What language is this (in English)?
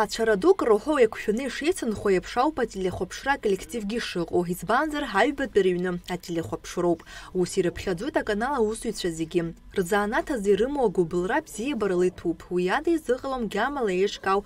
Abkhazian